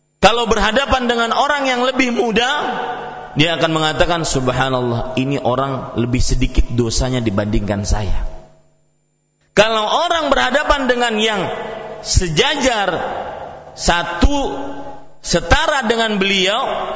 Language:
Indonesian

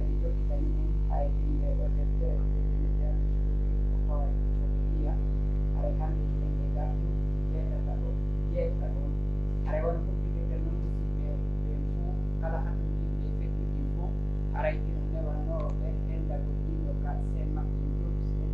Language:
Pular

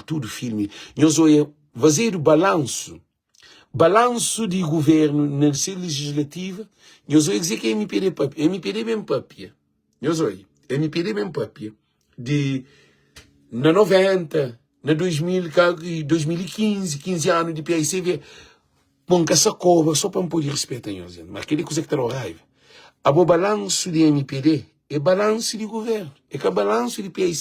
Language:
Kabuverdianu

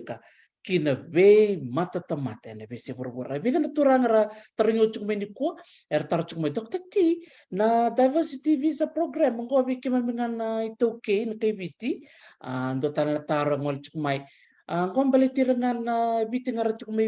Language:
Fijian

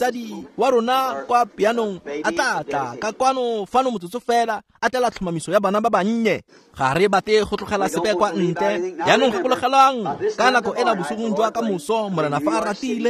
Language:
Tswana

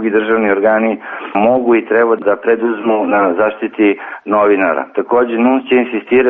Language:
Serbian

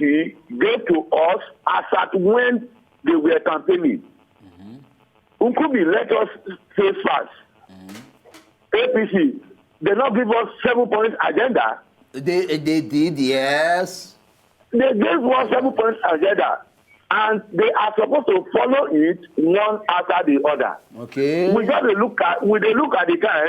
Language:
Nigerian Pidgin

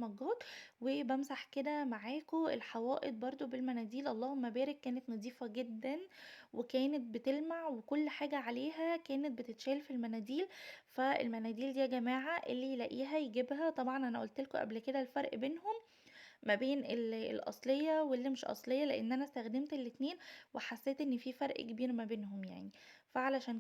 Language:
Egyptian Arabic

